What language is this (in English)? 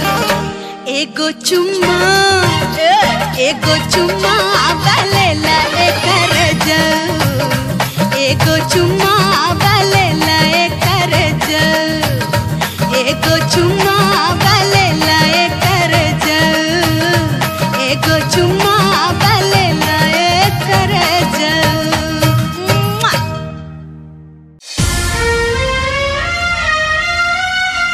Bhojpuri